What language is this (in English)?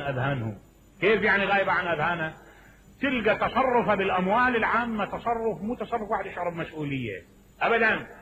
Mesopotamian Arabic